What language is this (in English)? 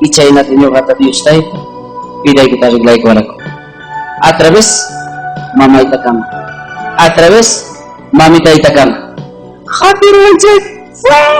Ayacucho Quechua